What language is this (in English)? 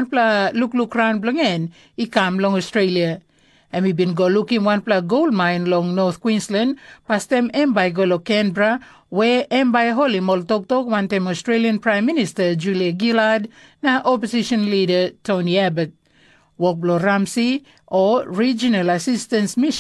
Tok Pisin